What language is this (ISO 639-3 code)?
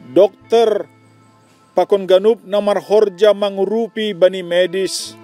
bts